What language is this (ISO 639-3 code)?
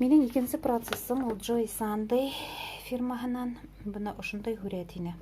bak